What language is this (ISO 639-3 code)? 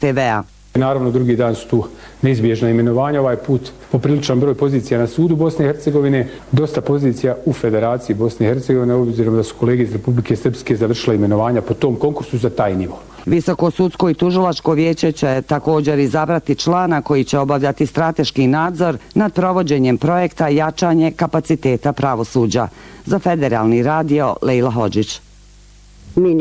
bos